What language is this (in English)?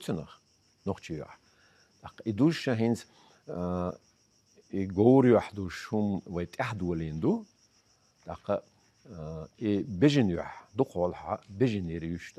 Chechen